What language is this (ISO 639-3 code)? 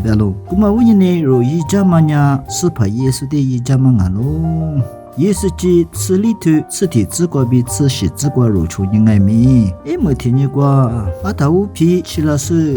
lis